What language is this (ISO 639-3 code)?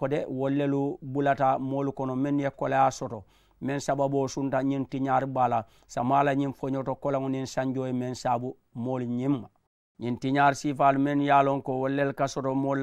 man